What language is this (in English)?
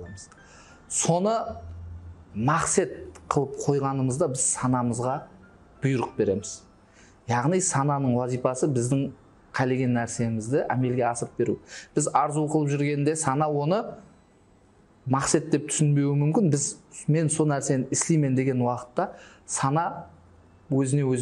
Kara-Kalpak